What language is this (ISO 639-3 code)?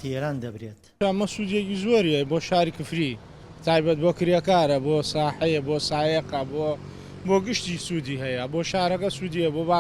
ckb